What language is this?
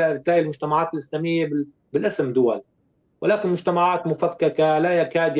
North Levantine Arabic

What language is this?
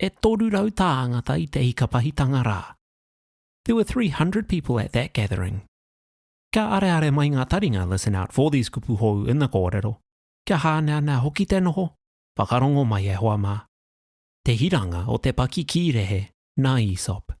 Māori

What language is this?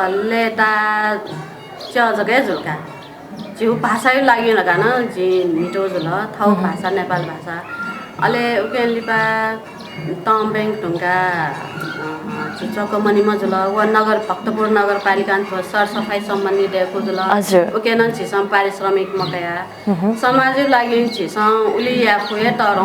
Newari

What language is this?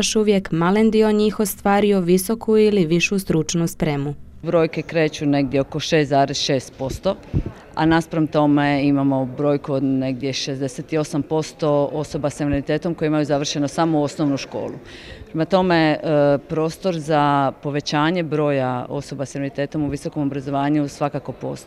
Croatian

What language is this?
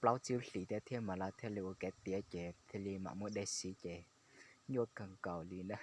Hmong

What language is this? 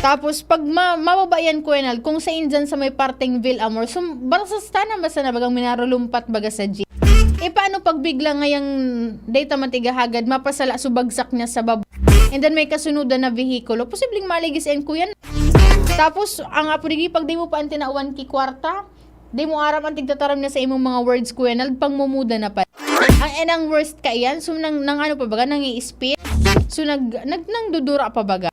Bikol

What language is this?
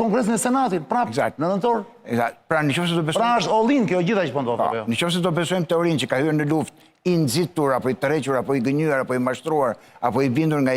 Albanian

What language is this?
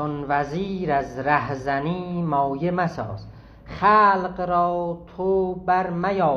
South Azerbaijani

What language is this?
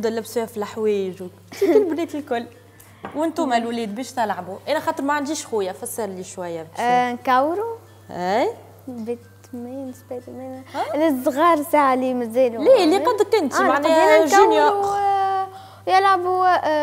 Tunisian Arabic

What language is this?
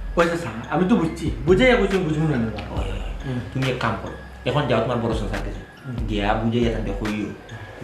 Sylheti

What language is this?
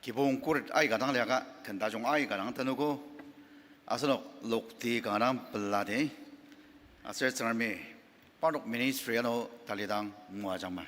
Ao Naga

